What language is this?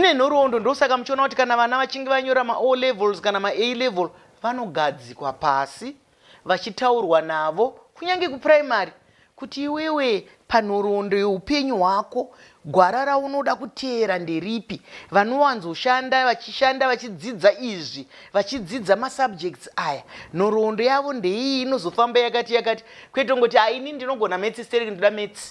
Shona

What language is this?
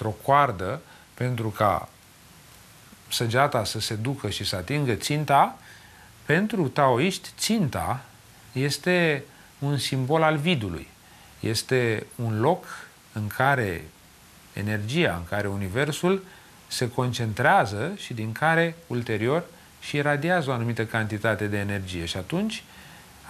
Romanian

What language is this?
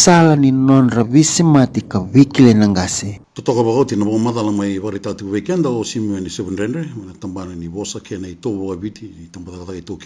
Fijian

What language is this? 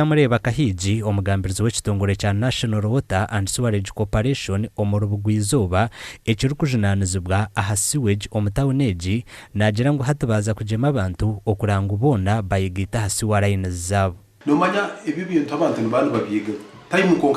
Nyankole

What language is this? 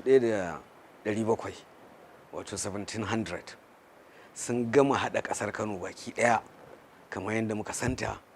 Hausa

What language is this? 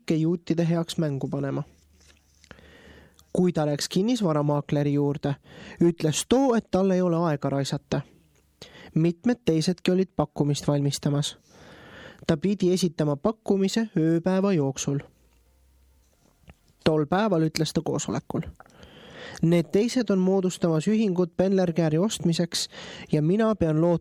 Estonian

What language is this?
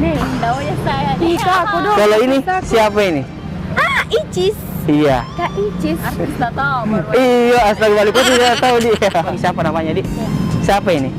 Makassar Malay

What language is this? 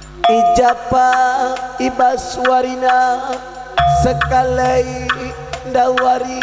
Batak Karo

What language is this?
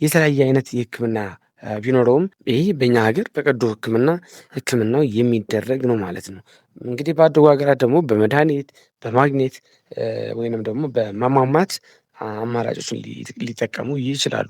Amharic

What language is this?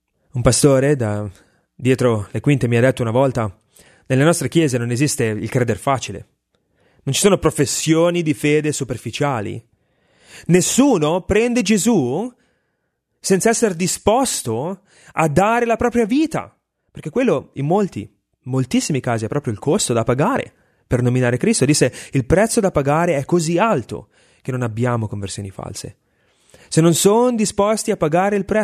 Italian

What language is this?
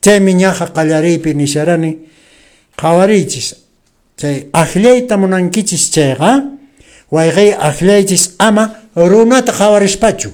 Quechua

